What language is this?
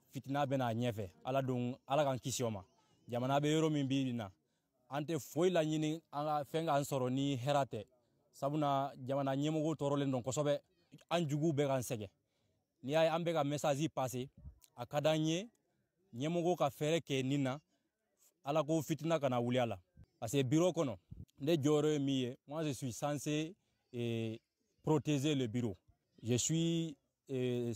Bambara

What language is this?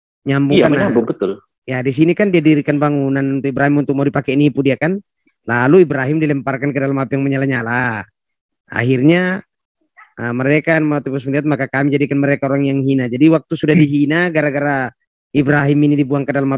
Indonesian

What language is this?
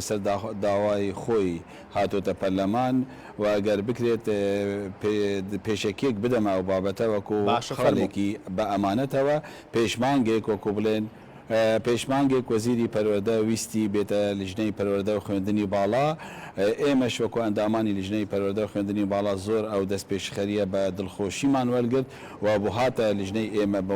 Central Kurdish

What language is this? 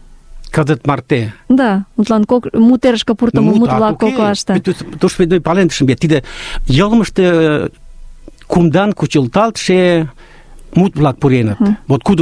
Mari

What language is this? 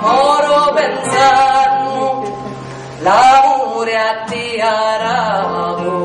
Sicilian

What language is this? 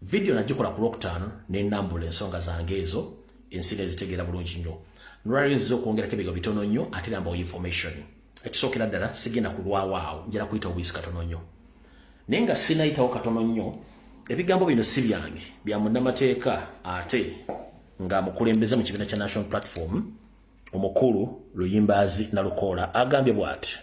Ganda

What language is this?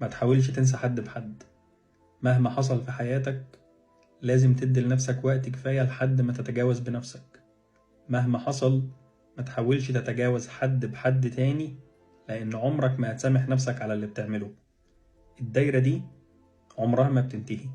Egyptian Arabic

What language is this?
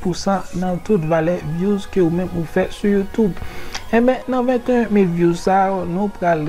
Haitian Creole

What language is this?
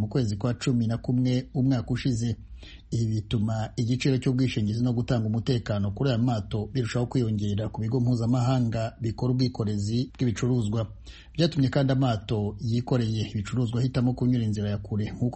Kinyarwanda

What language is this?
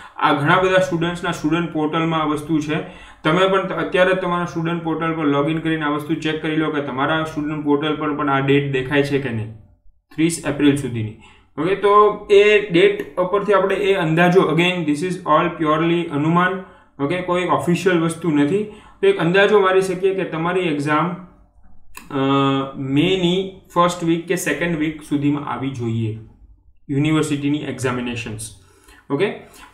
Gujarati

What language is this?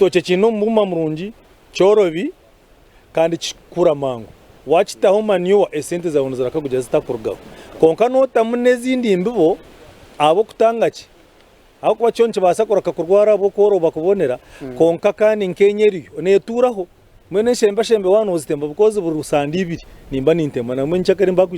Nyankole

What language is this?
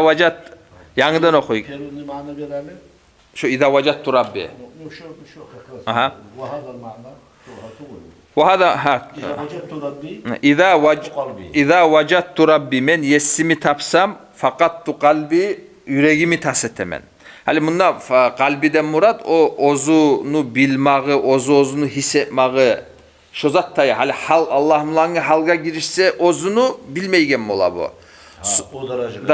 Kumyk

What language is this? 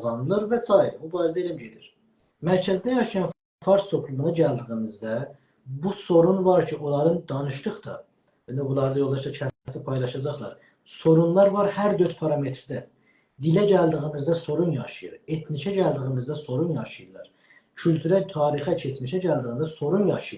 South Azerbaijani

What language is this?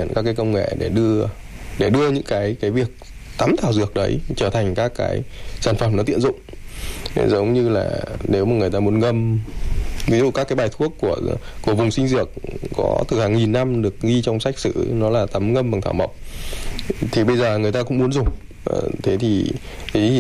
Vietnamese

